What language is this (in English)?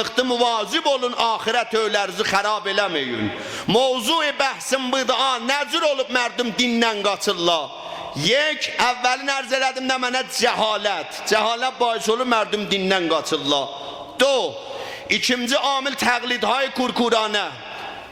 South Azerbaijani